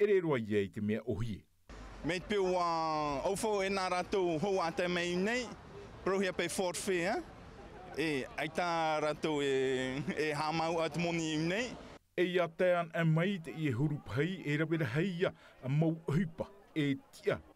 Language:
Tahitian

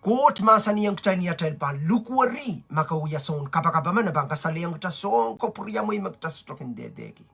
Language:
Pohnpeian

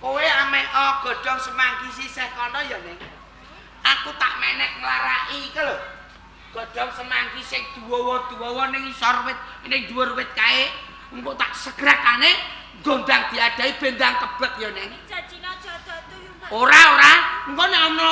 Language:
Javanese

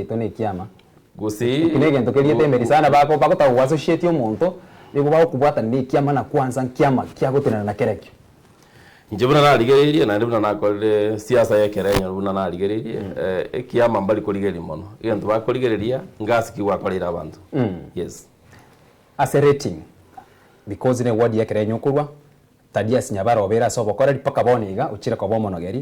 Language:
Gusii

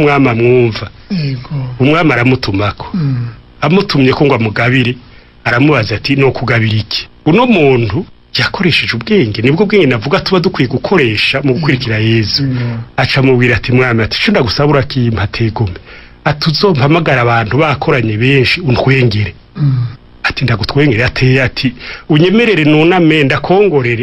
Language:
Rundi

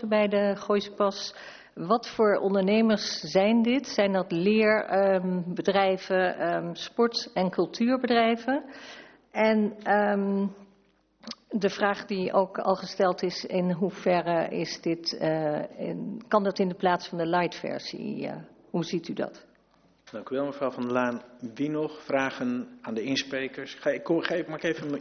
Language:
Dutch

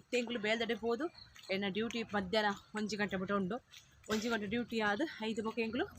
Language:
Tulu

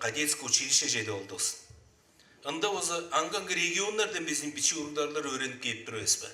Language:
Tuvinian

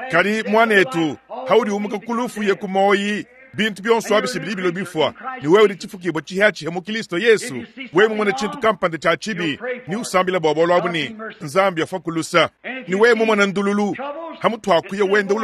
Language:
Luba-Lulua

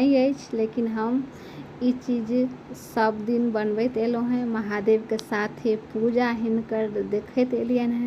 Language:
Maithili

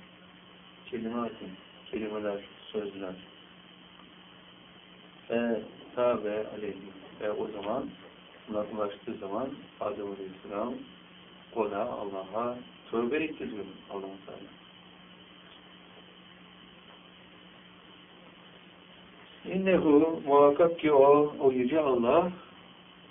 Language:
Turkish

